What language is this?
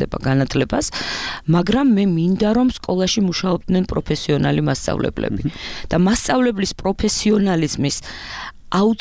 Georgian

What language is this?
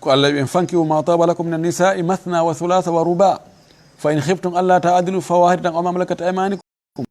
Fula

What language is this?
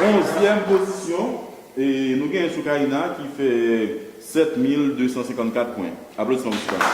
Haitian Creole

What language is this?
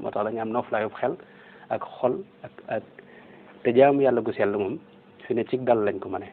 Wolof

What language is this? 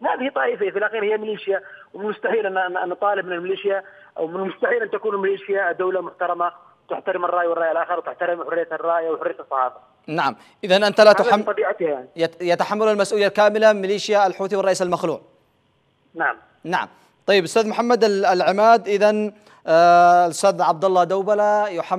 Arabic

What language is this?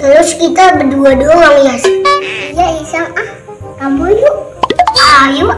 Betawi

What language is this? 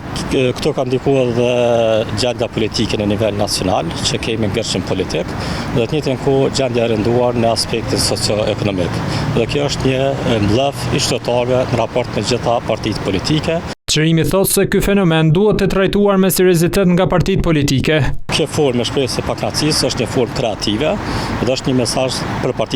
Albanian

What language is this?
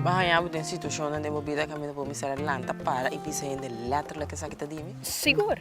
Papiamento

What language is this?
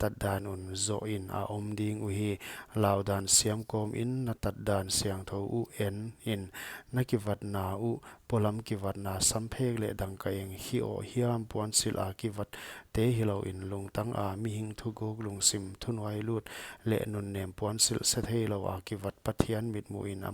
Paite Chin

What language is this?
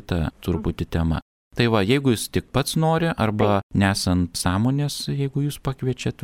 Lithuanian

